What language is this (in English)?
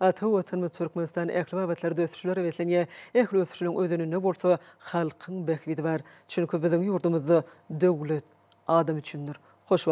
Turkmen